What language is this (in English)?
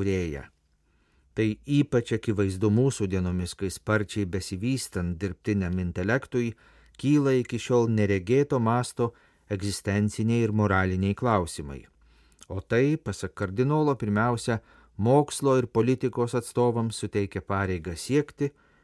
Lithuanian